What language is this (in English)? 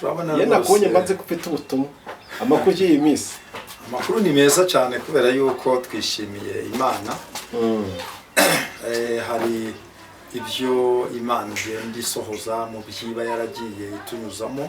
Kinyarwanda